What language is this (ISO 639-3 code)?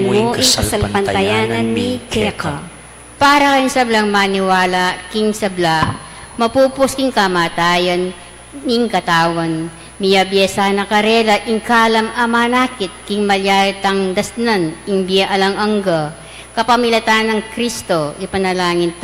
pam